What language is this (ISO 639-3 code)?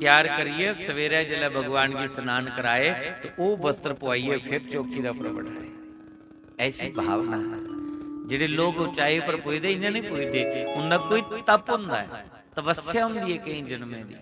doi